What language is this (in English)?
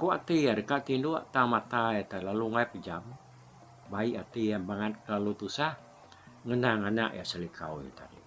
Iban